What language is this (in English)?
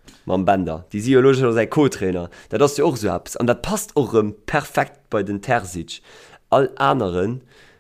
Luxembourgish